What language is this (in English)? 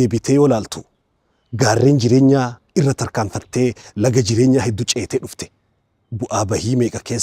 Oromo